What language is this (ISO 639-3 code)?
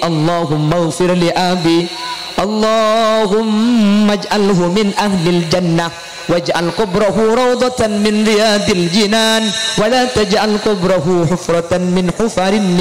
mad